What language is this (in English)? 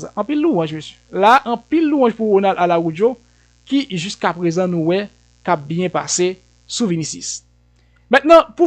Haitian Creole